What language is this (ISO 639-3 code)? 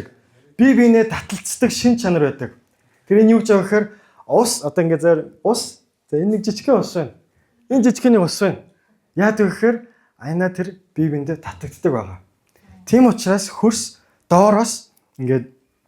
mon